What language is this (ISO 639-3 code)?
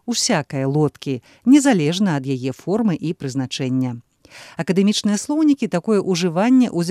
bel